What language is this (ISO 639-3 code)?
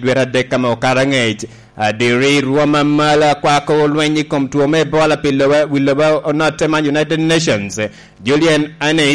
laj